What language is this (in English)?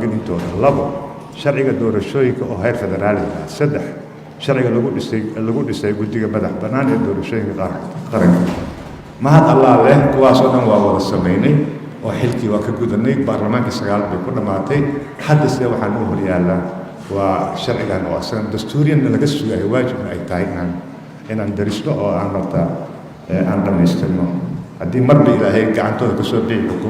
Somali